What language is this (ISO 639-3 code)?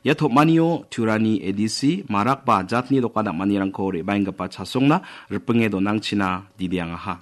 grt